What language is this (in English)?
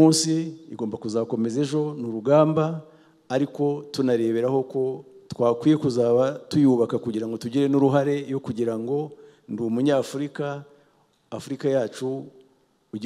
Kinyarwanda